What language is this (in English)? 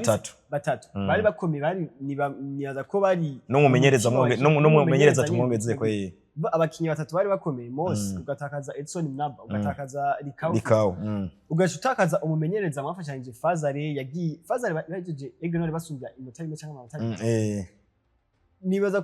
Rundi